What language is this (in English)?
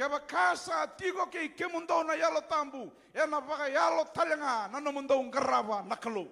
Fijian